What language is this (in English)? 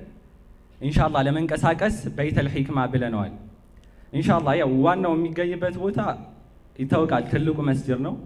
Amharic